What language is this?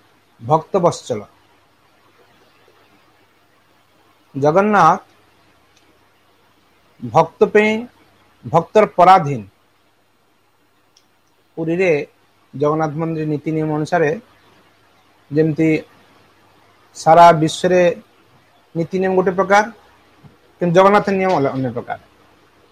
Odia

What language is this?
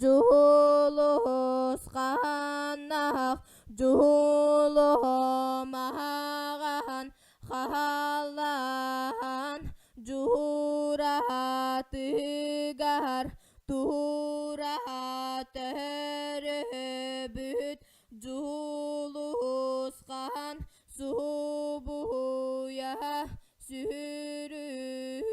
Yakut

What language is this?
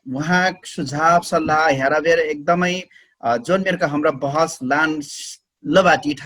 Dangaura Tharu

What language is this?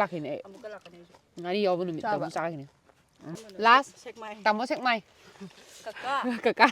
Manipuri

